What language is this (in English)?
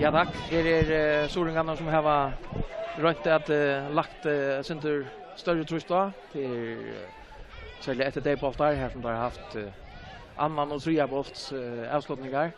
Faroese